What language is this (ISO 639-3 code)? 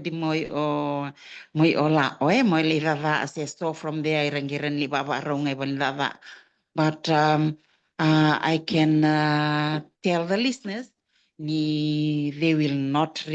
fij